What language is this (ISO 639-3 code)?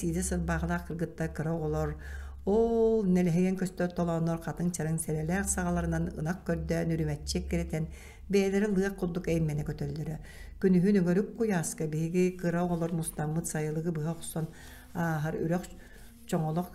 sah